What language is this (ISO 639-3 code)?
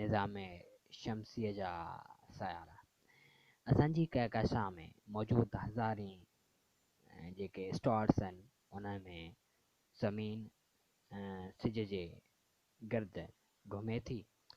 snd